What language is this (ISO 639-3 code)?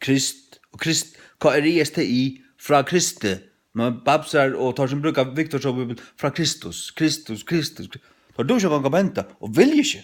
fao